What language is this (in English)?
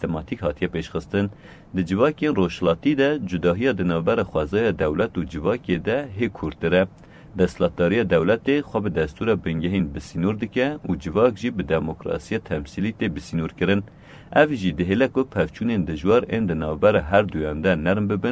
Kurdish